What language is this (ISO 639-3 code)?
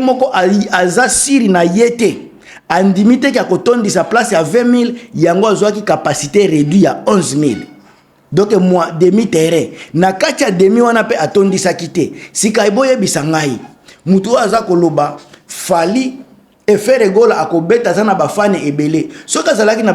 lin